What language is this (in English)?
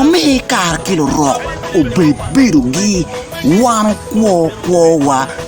Acoli